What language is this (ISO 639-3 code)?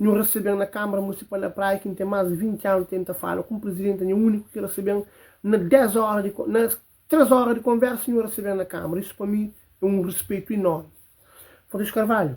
kea